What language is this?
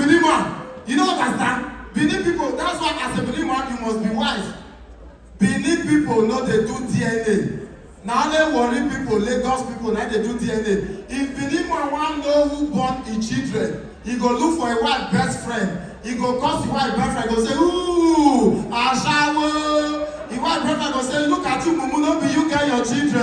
Nigerian Pidgin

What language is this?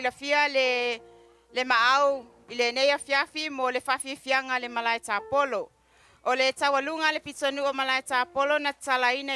Samoan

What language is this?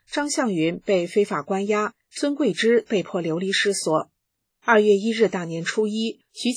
Chinese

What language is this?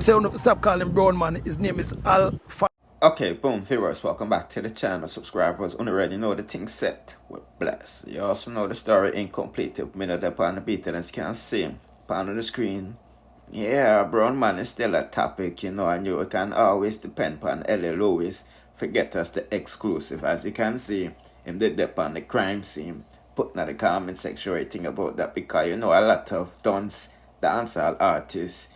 Jamaican Creole English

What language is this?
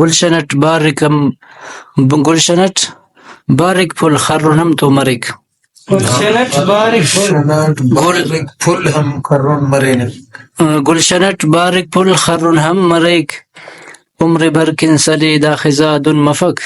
Brahui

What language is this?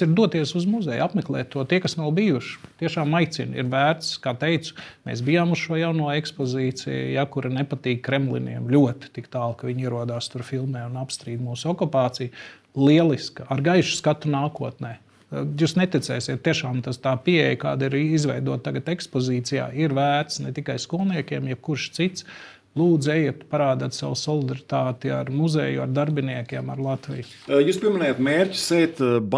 Latvian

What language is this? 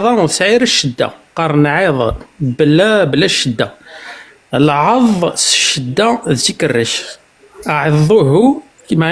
Kabyle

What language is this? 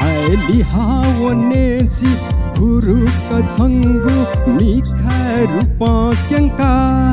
Newari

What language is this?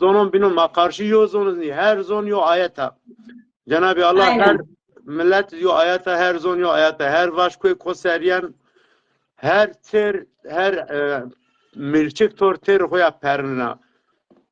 Zaza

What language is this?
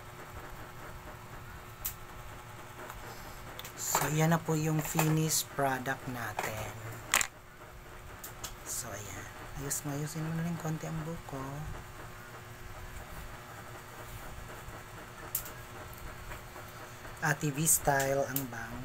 Filipino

